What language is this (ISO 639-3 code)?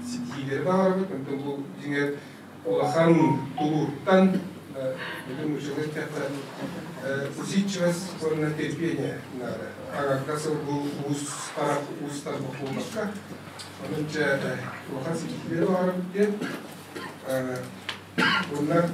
sah